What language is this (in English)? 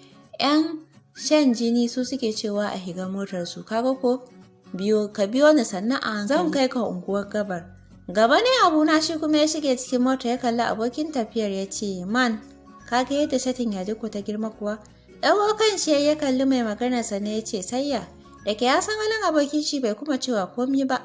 Hausa